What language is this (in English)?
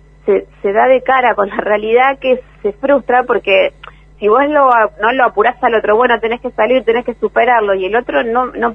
Spanish